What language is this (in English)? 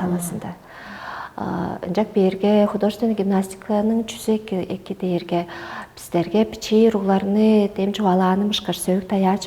Tuvinian